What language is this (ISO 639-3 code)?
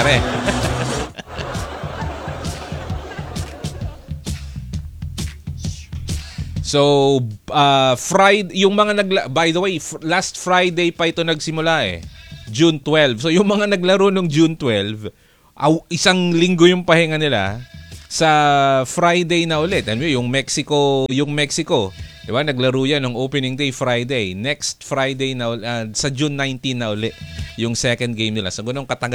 fil